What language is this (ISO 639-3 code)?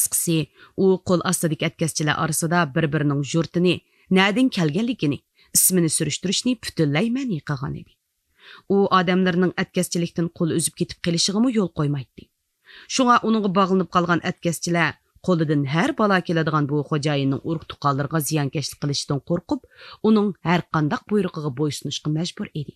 uig